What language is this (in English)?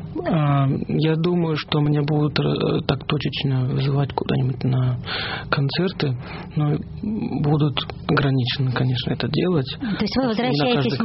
Russian